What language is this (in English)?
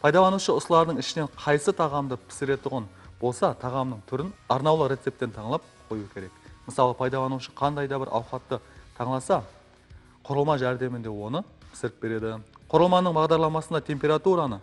Kara-Kalpak